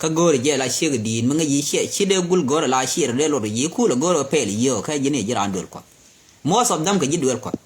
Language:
Nuer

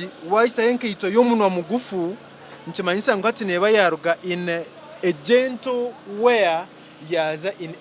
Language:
Nyankole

